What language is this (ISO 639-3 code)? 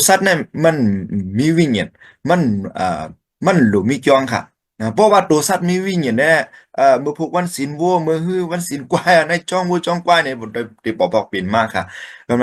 shn